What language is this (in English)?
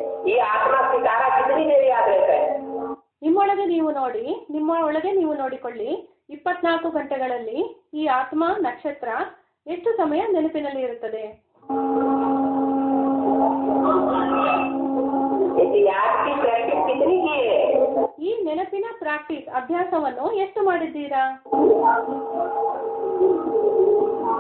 Kannada